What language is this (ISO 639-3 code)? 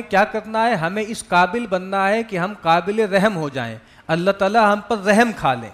urd